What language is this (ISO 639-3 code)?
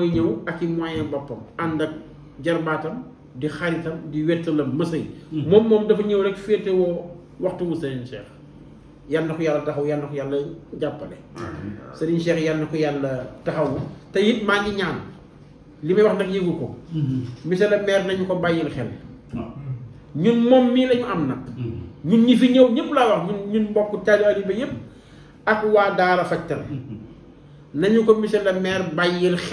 wol